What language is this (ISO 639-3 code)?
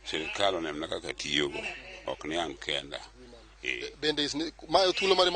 luo